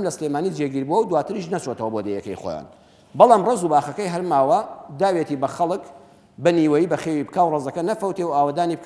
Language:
Central Kurdish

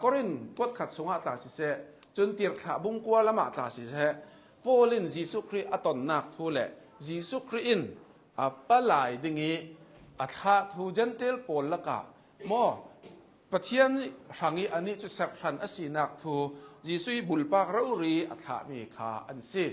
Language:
Hakha Chin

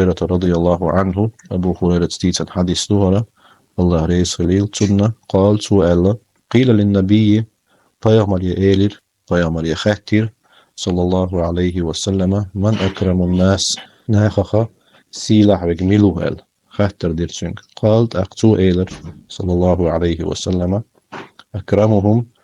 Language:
Chechen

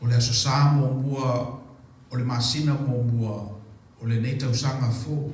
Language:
Samoan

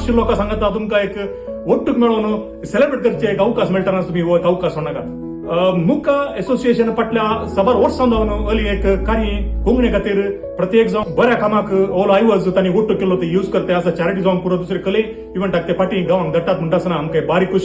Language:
Konkani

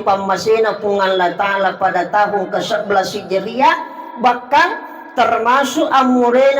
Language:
Buginese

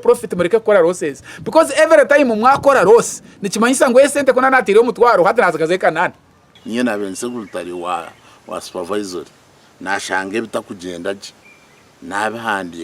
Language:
Nyankole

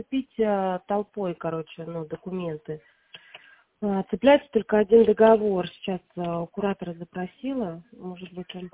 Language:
Russian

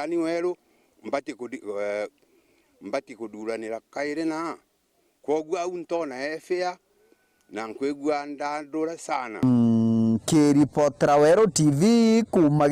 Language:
Meru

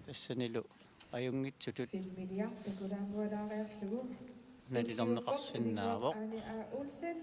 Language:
Kalaallisut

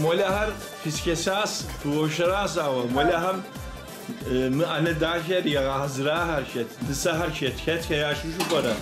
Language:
Kabardian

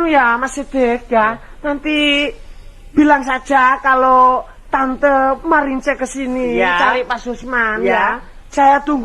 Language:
Javanese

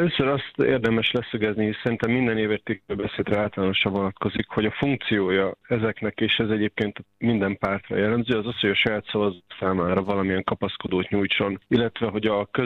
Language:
Hungarian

